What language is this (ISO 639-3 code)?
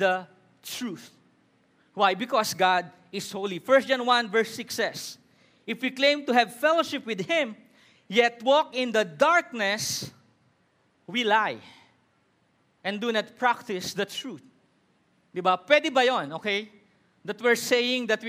fil